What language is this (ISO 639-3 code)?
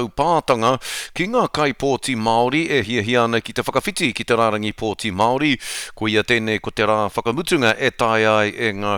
mri